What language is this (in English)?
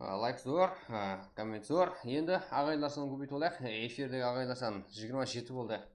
Kara-Kalpak